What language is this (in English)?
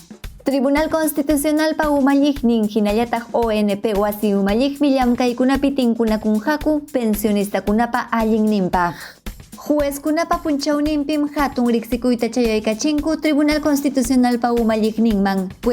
Ayacucho Quechua